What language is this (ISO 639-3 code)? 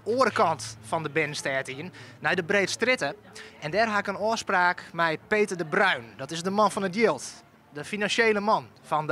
fry